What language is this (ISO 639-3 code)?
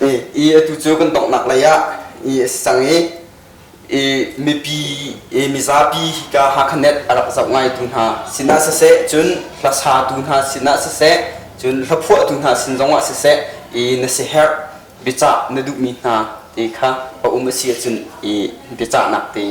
cnh